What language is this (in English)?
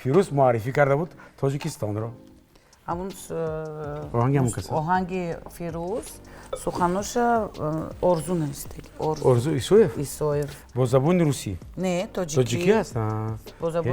Tajik